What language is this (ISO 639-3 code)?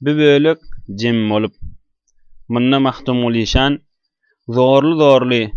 tuk